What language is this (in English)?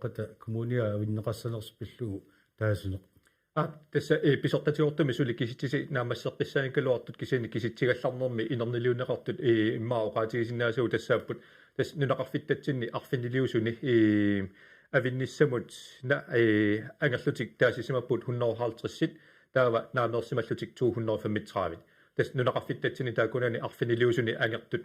Kalaallisut